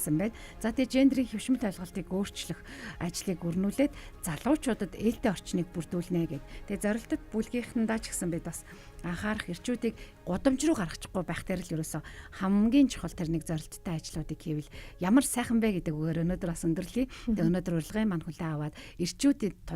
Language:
Mongolian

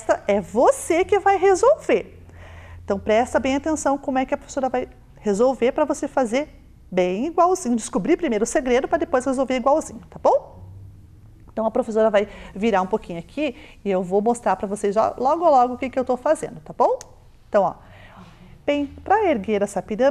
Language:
Portuguese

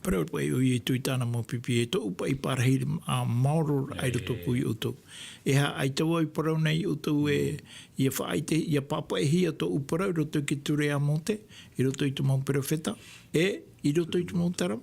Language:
Tahitian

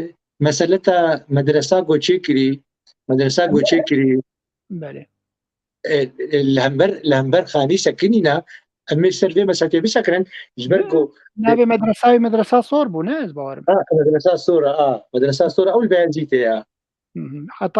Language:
Kurdish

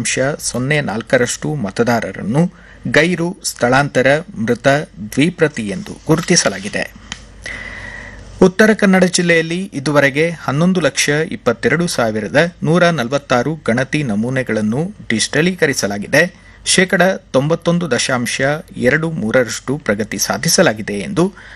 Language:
Kannada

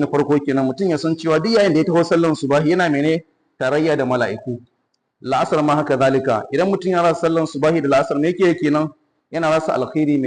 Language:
Hausa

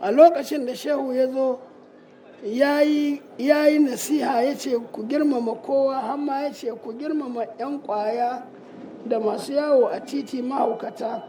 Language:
Hausa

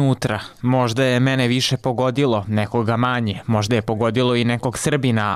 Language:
Bosnian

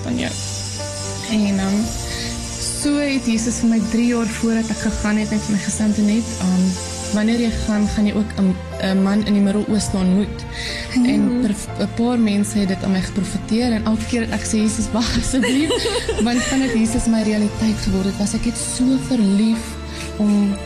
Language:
Afrikaans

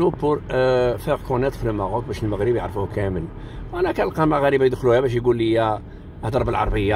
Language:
Moroccan Arabic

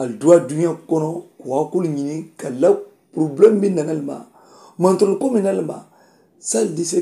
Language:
Mandingo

